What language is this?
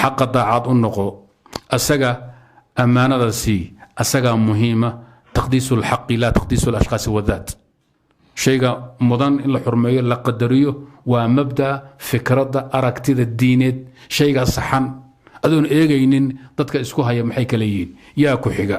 Somali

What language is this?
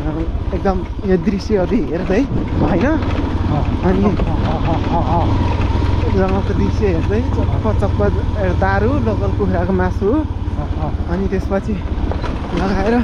Nepali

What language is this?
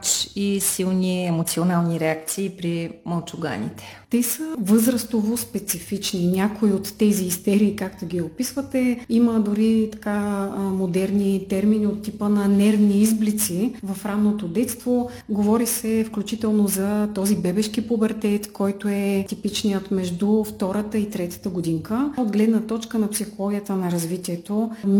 Bulgarian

